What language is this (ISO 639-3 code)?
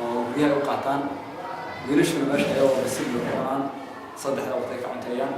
som